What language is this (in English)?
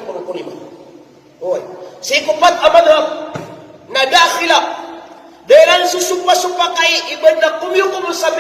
Maranao